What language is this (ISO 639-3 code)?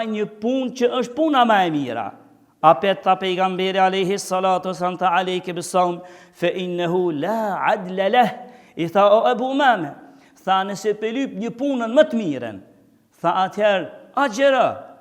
sqi